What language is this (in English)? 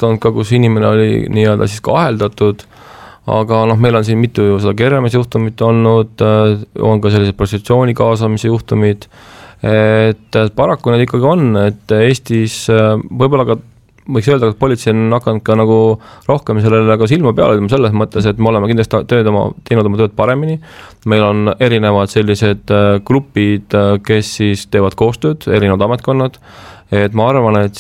Estonian